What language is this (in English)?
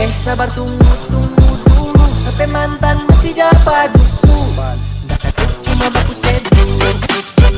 Manado Malay